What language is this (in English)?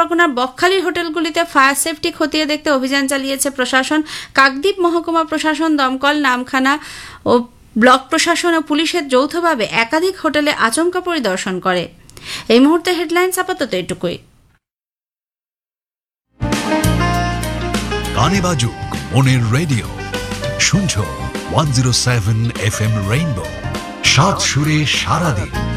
Bangla